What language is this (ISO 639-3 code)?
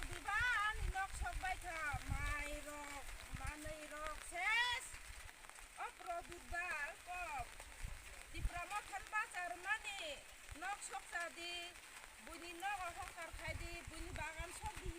trp